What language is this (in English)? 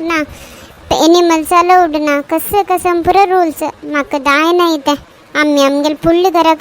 Konkani